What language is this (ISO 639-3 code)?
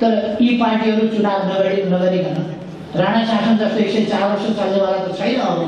nep